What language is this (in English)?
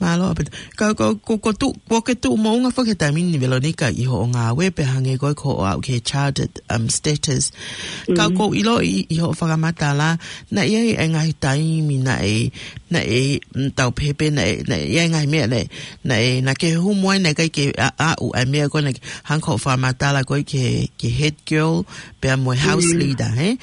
Tongan